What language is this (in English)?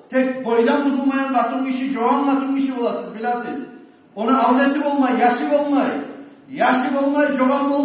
Kumyk